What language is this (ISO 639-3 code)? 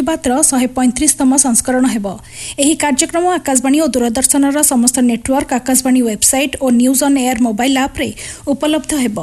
ori